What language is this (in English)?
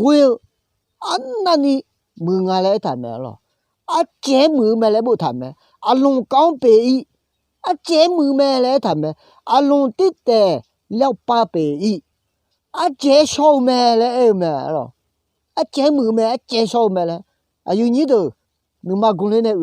Akha